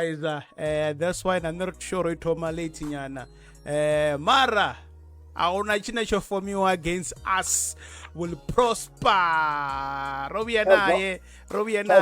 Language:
Venda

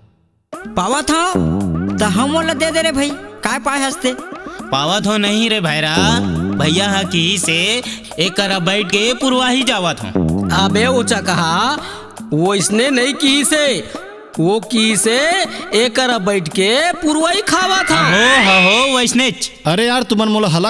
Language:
Chhattisgarhi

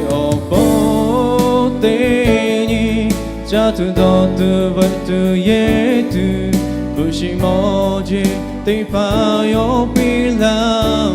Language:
Lahu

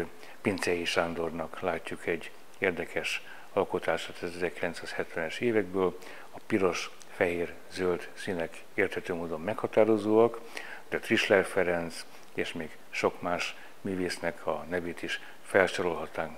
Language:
Hungarian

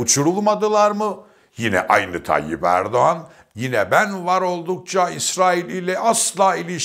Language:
Turkish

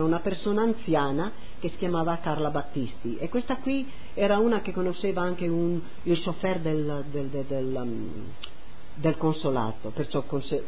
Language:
Italian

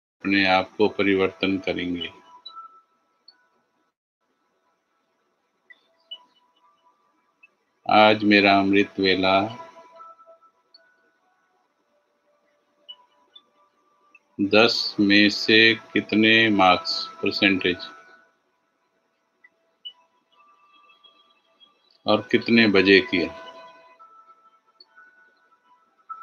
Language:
Hindi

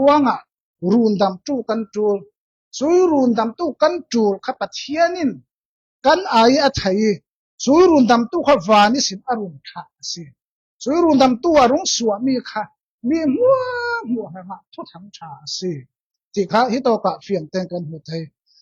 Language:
Falam Chin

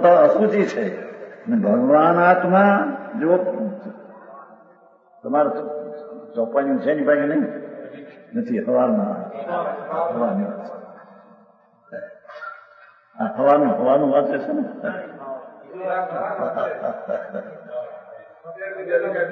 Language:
Gujarati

